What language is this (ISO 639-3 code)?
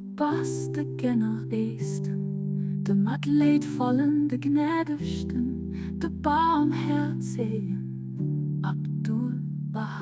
ltz